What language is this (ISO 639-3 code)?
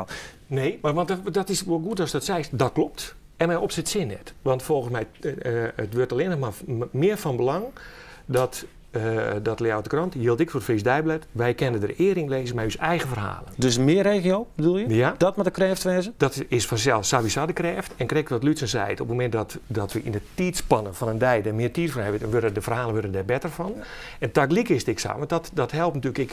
fry